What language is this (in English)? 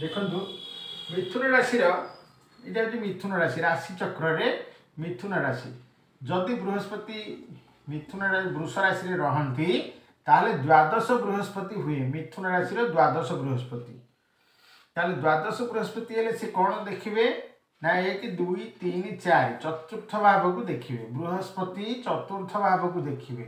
Odia